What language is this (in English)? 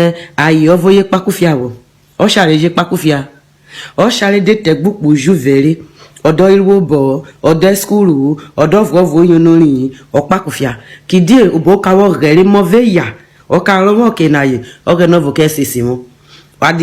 Urhobo